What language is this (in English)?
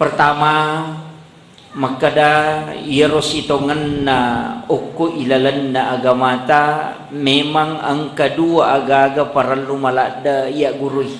Buginese